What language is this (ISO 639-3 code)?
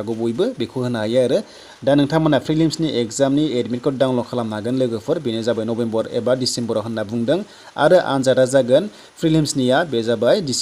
brx